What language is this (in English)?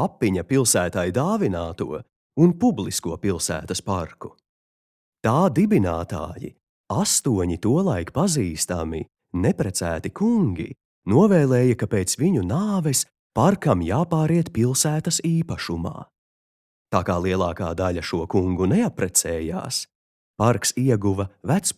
Latvian